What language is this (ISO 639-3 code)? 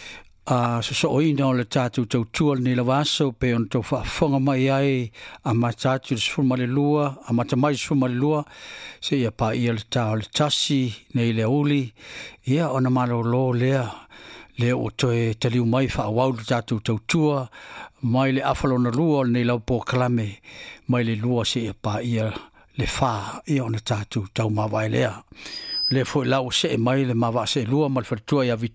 smo